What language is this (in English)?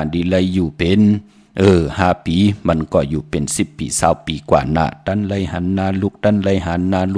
Shan